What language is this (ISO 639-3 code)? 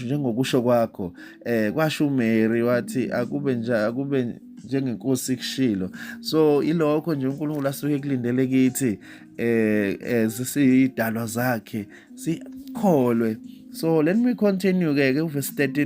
zul